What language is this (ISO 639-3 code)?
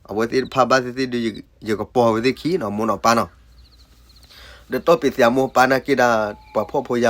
ksw